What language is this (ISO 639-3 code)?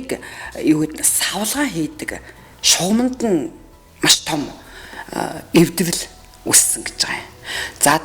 mon